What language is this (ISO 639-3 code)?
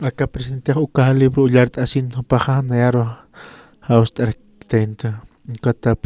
aym